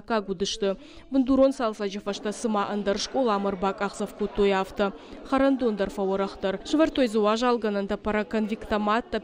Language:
Ossetic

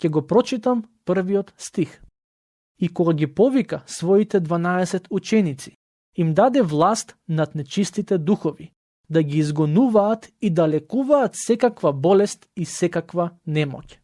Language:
Macedonian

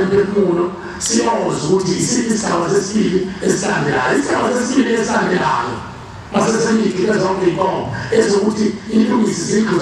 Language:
Zulu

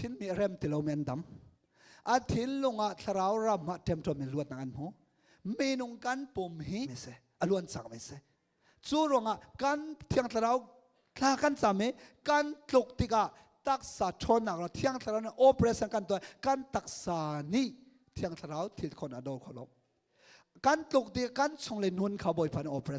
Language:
Hakha Chin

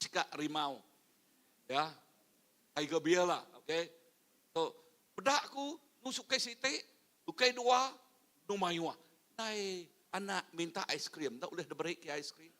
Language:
Iban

